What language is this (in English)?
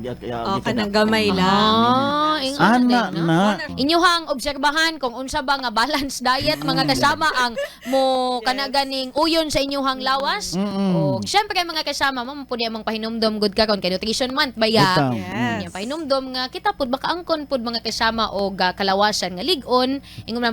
Cebuano